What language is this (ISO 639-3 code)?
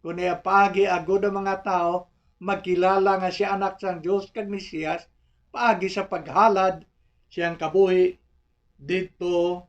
hil